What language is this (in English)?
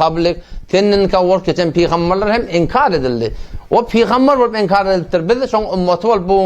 Turkmen